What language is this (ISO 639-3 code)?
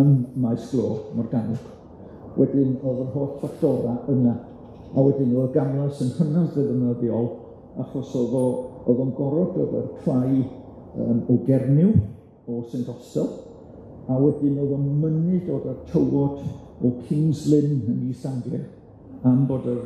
cym